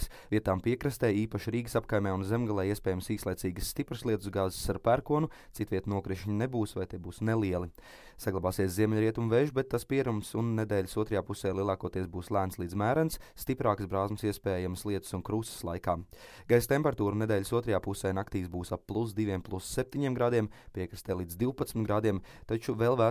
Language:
Latvian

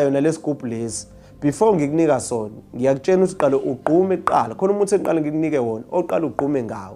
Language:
Zulu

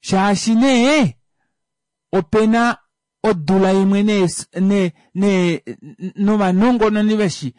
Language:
Kuanyama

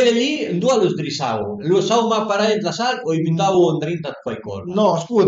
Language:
Piedmontese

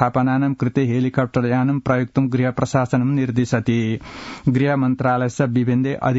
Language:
Sanskrit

